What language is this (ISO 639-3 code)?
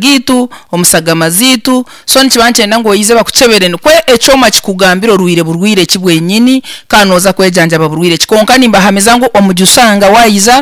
nyn